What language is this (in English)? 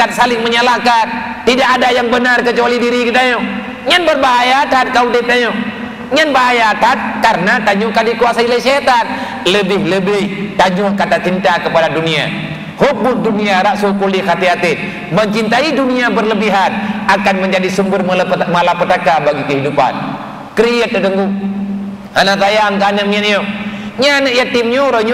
Achinese